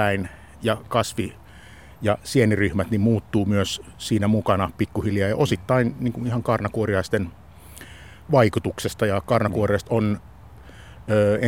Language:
Finnish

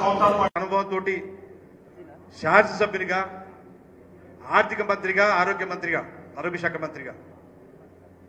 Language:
Telugu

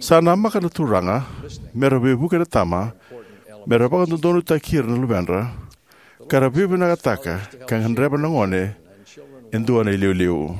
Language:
Fijian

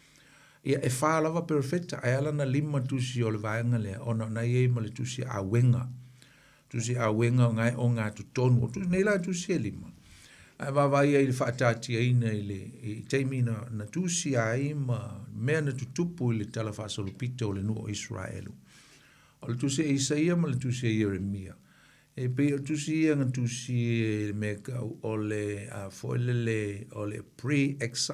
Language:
Samoan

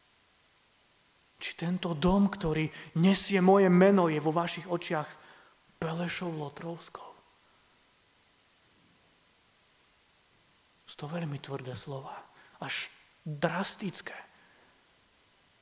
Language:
Slovak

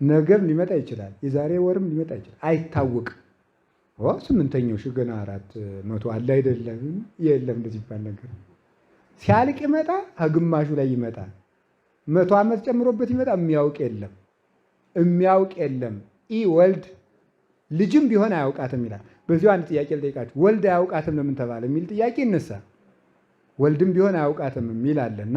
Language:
Amharic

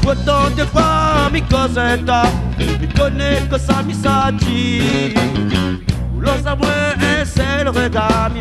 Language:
Réunion Creole French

